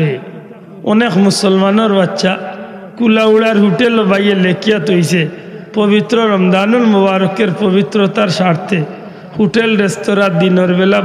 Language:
Sylheti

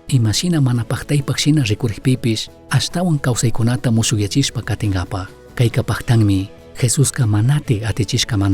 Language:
Chimborazo Highland Quichua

